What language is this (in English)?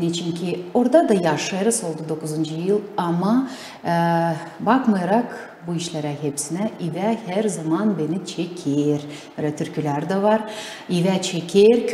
Gagauz